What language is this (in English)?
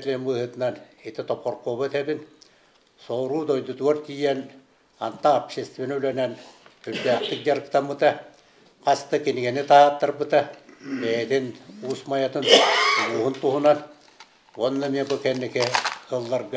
Yakut